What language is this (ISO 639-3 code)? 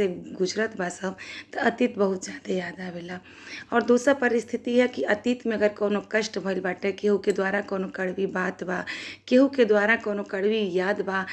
bho